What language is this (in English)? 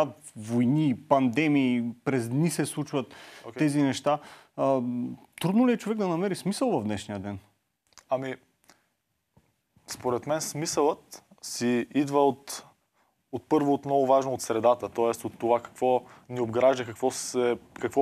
Bulgarian